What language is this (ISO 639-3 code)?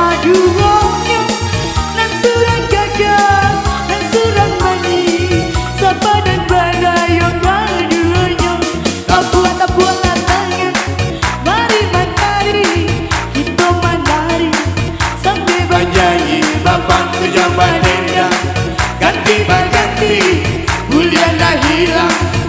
min